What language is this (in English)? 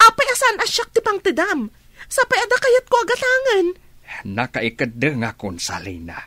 Iloko